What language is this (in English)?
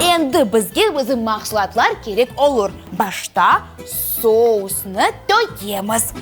Crimean Tatar